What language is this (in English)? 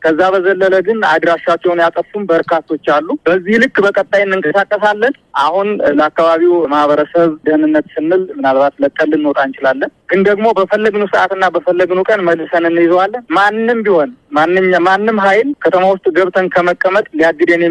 Amharic